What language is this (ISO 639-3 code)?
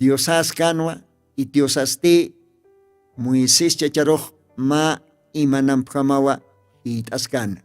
aym